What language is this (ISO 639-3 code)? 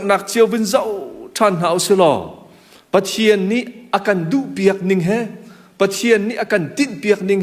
cnh